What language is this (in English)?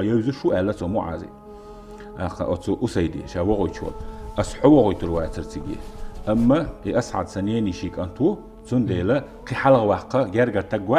Chechen